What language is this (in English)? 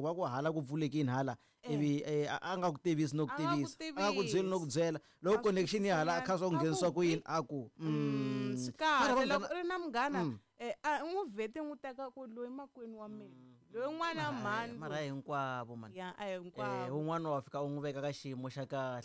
Tsonga